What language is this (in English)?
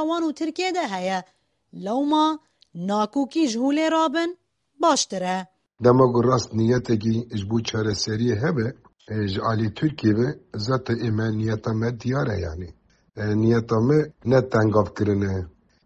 Kurdish